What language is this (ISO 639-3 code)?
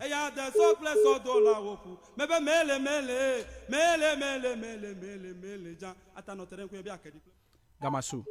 ewe